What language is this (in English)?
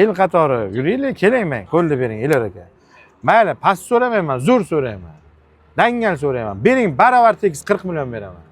Uzbek